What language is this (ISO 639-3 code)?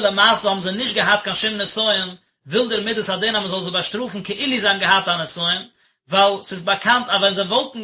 yid